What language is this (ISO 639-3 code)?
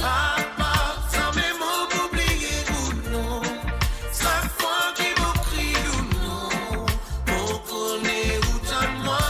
mfe